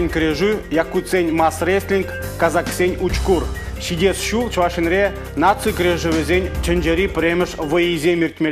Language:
Chuvash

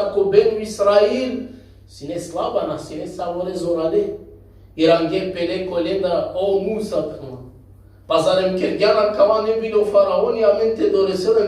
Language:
Balkan Romani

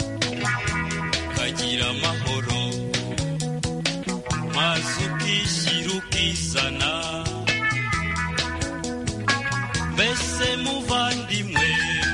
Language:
Kinyarwanda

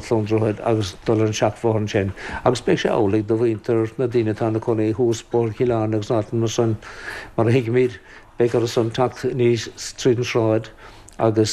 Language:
Irish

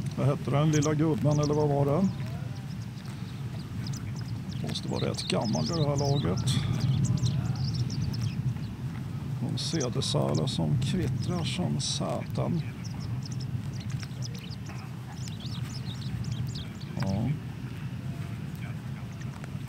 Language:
Swedish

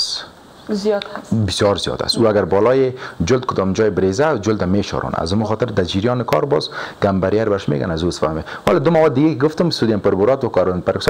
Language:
Persian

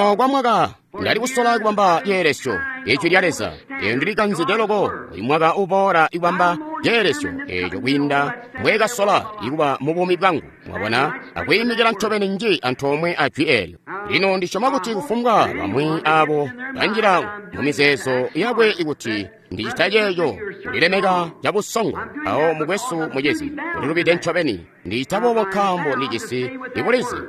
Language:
Tonga (Zambia)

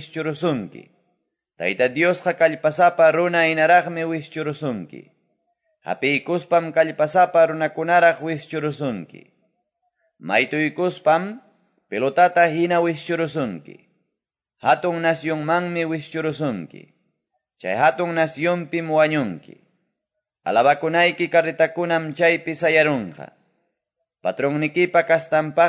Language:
Quechua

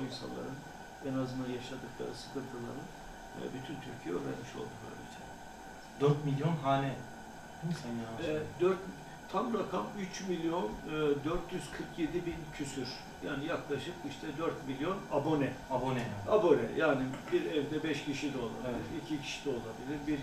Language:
Turkish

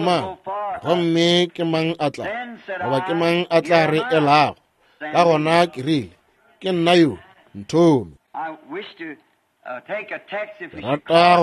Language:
Northern Sotho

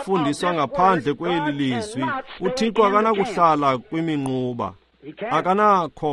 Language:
Xhosa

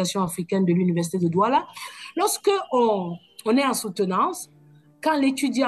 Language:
French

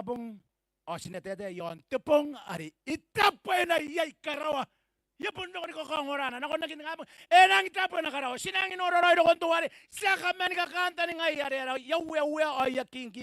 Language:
Gilbertese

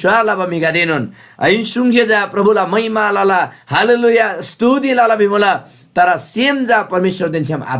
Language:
Eastern Tamang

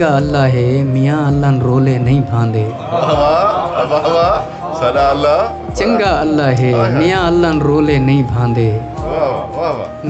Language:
Saraiki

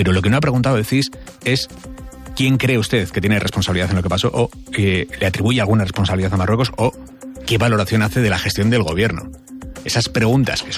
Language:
Spanish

